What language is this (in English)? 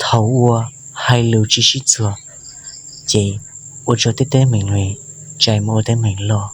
Hmong